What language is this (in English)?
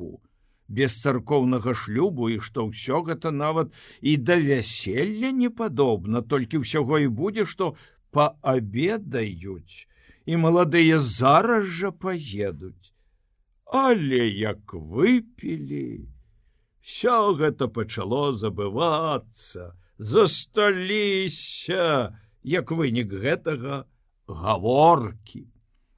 Belarusian